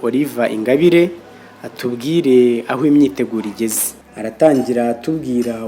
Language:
Kinyarwanda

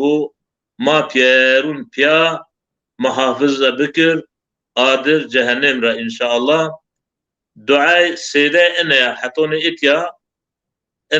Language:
Zaza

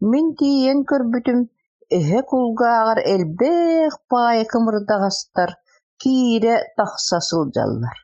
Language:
Yakut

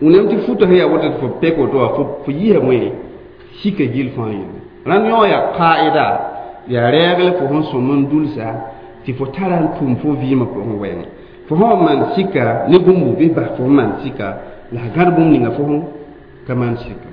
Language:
Mossi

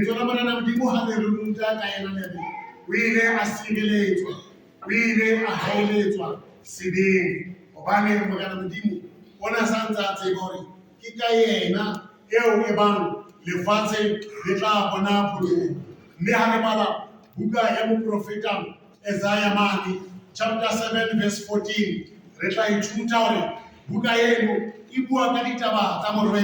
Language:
Southern Sotho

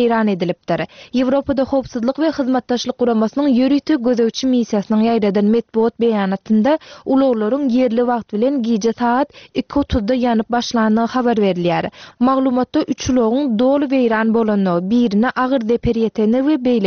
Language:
Turkmen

